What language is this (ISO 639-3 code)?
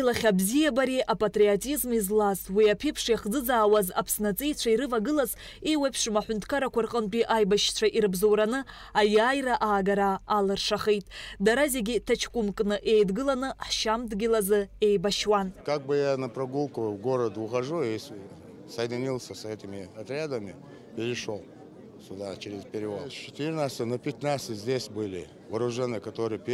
abk